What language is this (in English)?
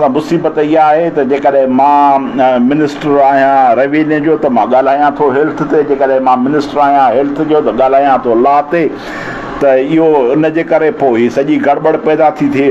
Sindhi